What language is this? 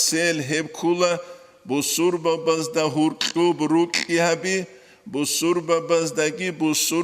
Avaric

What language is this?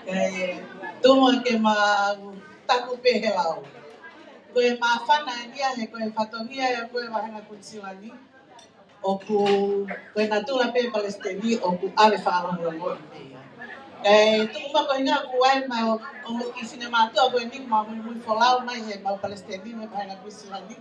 Tongan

